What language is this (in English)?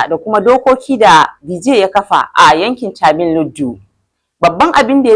Hausa